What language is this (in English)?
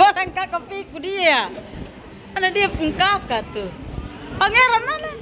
Ambonese Malay